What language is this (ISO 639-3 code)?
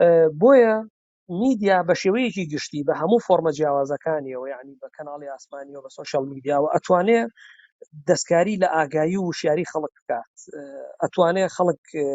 ckb